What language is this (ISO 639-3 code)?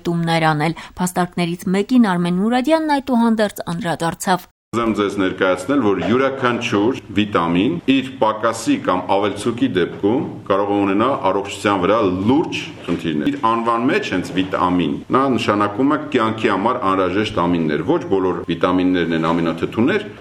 hye